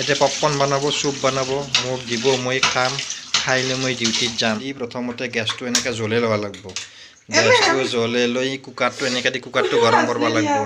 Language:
Assamese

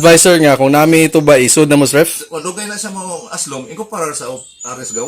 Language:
Cebuano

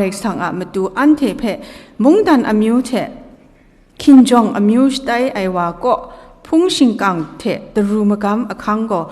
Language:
Kachin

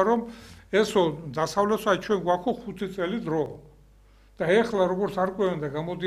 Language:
Georgian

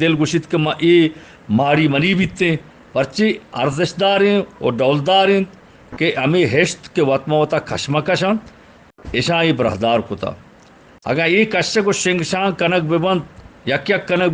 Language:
Eastern Balochi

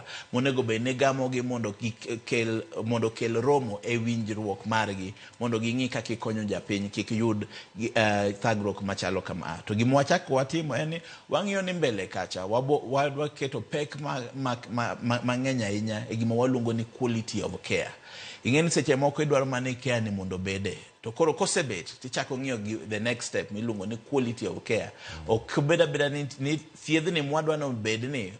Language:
Luo (Kenya and Tanzania)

